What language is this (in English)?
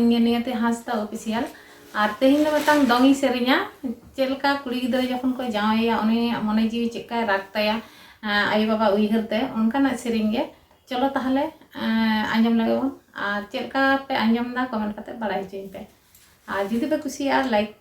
Santali